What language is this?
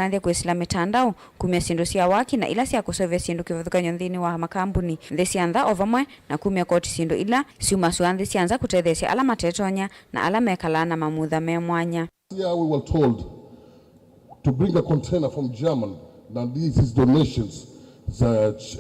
Kamba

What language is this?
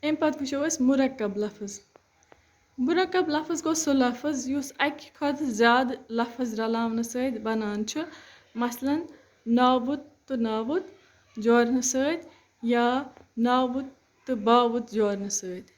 Kashmiri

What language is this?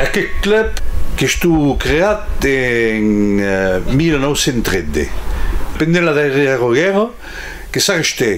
Occitan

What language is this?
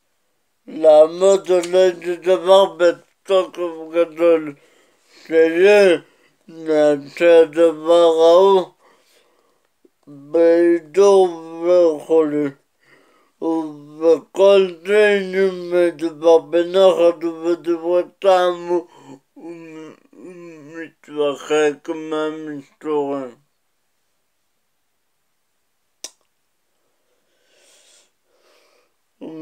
Hebrew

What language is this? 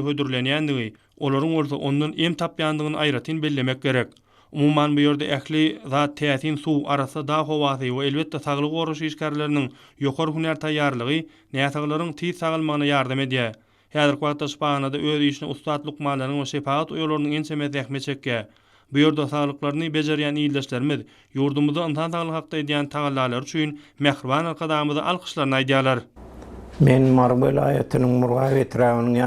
Turkmen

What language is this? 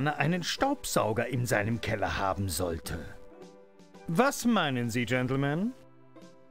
German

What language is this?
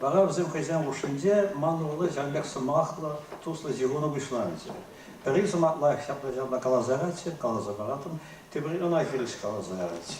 Chuvash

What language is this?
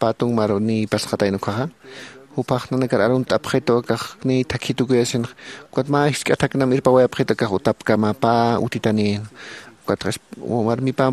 Aymara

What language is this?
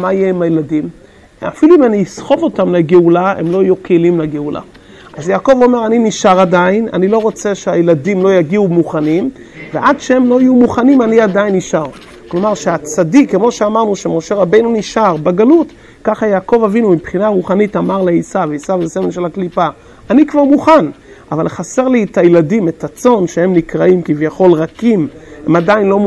Hebrew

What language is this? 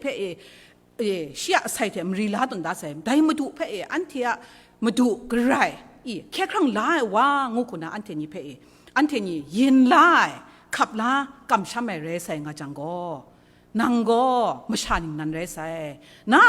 Kachin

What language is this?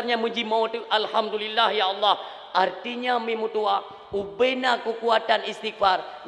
Achinese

